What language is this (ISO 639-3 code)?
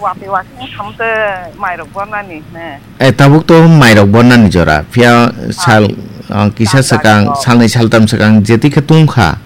trp